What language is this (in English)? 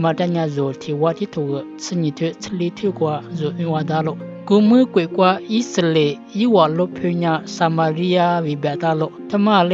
Lisu